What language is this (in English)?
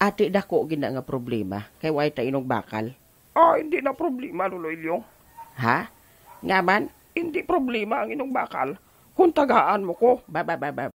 Hiligaynon